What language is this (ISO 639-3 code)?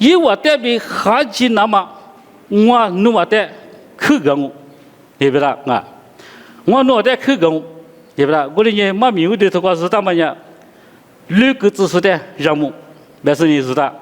lis